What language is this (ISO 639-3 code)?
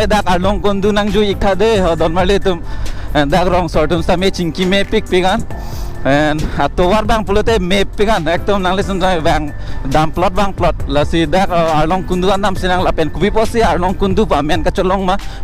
mjw